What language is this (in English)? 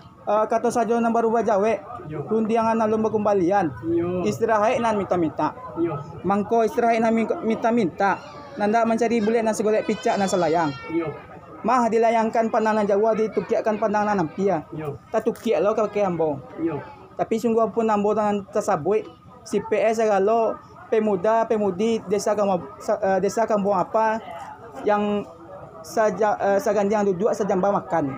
Minangkabau